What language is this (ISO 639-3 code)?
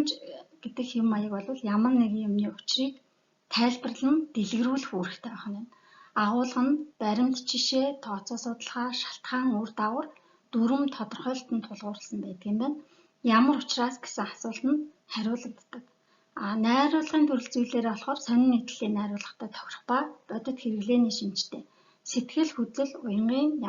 mon